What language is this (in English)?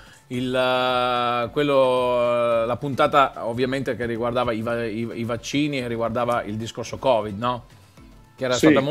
Italian